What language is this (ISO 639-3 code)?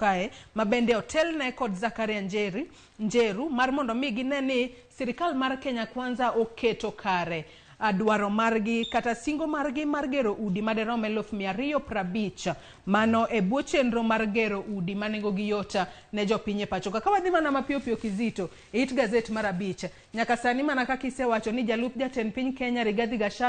luo